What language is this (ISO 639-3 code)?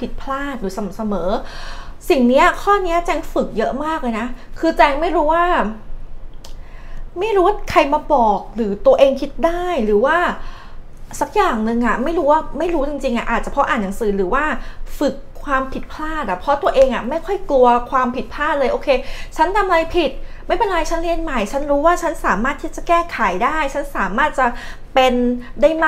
tha